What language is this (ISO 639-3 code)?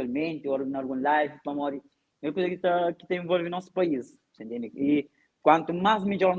kea